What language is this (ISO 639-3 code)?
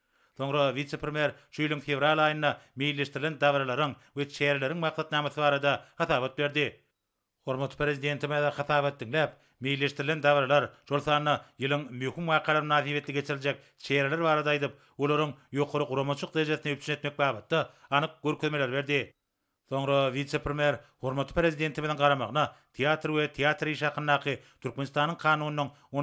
tuk